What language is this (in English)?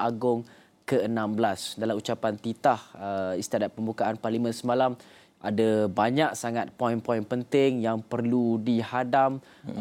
Malay